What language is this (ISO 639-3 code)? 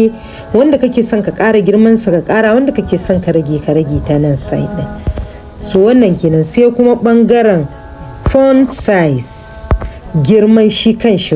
hau